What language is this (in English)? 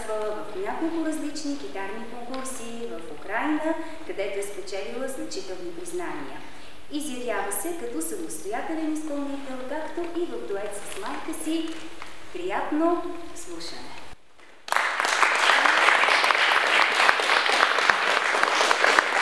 Bulgarian